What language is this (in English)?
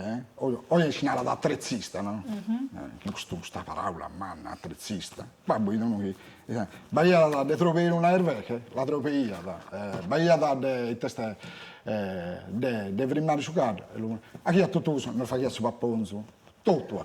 Sardinian